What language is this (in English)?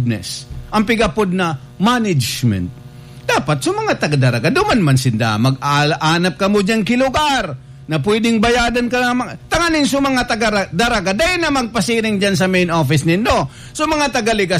Bikol